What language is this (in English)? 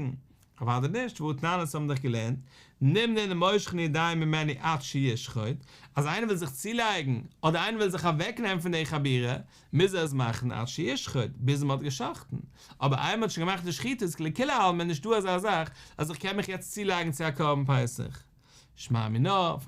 Yiddish